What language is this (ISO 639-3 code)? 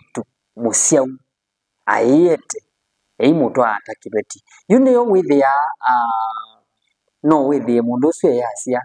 kam